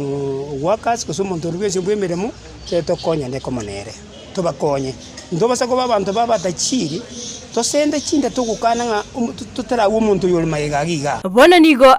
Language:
Gusii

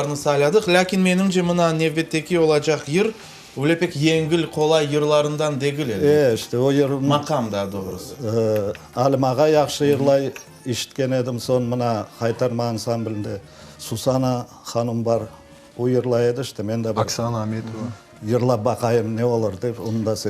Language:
Crimean Tatar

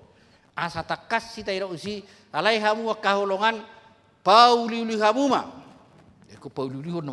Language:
Batak Toba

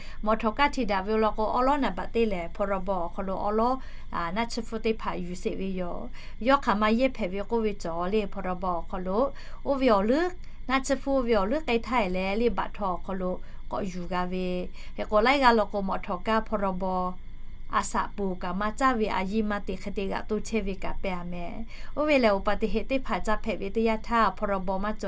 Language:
Lahu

